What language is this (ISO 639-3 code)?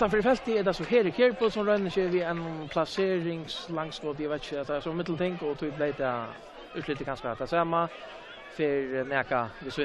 fao